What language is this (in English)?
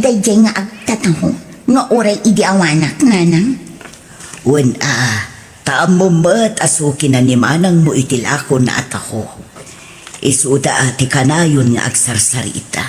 Iloko